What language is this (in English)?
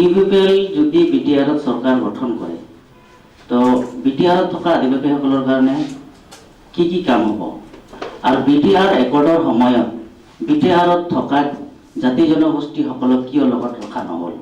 Bodo